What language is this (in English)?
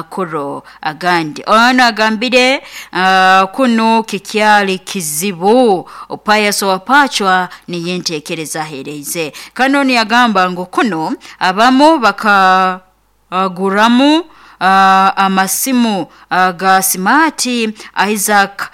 Nyoro